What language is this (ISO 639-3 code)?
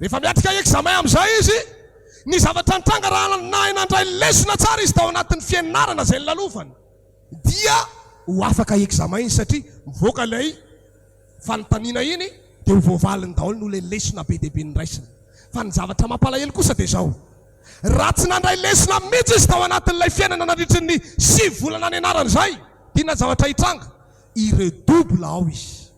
mlg